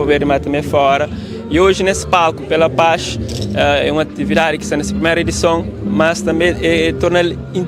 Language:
Kabuverdianu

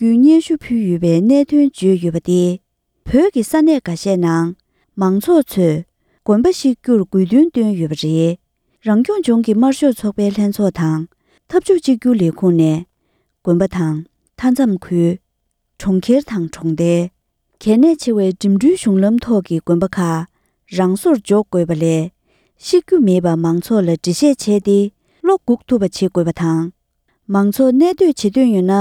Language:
Tibetan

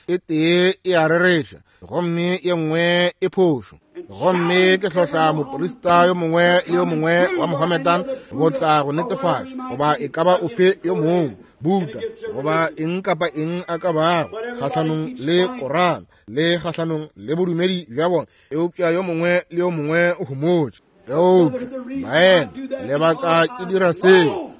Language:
Northern Sotho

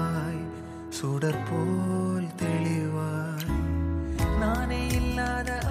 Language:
Tamil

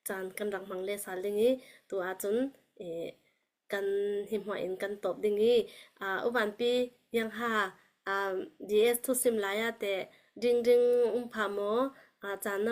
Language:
Falam Chin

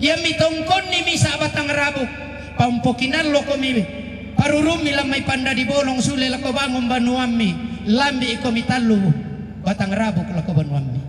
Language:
Toraja-Sa'dan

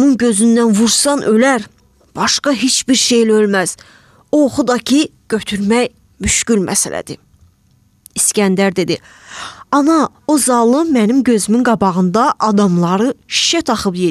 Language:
Azerbaijani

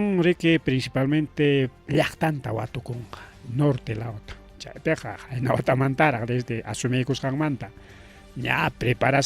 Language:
Ayacucho Quechua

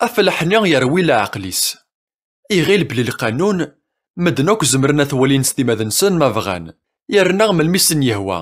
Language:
Kabyle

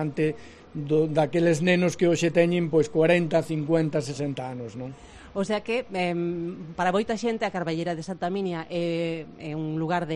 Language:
Galician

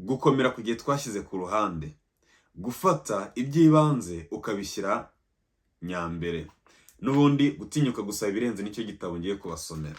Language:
Kinyarwanda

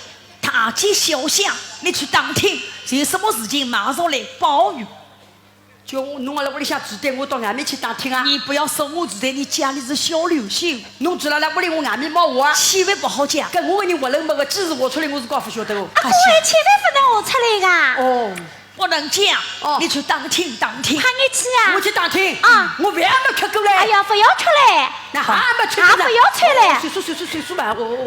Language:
Wu Chinese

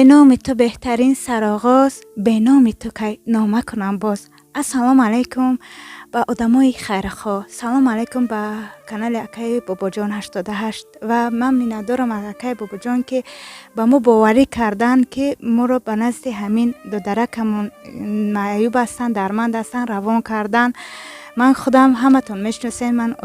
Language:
Tajik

